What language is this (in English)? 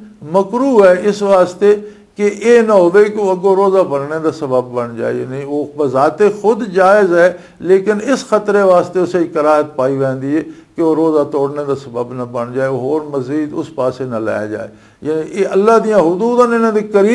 Western Panjabi